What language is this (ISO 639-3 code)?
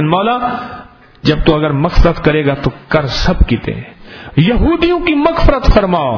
urd